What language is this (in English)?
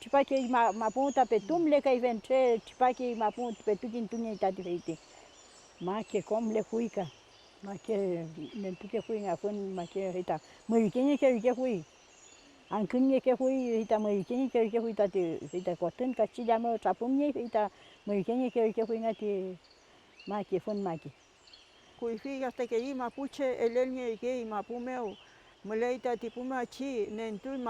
Mapuche